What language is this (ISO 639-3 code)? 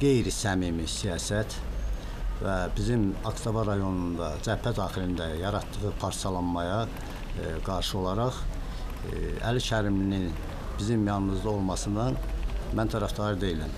aze